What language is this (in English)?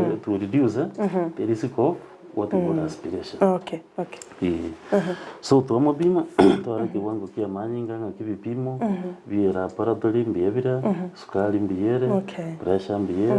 Gusii